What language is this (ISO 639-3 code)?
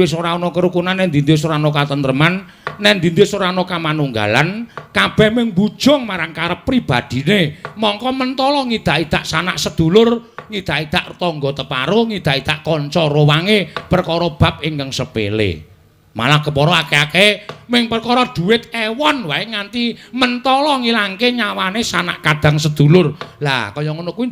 jav